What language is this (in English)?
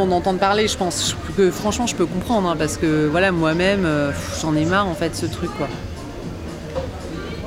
French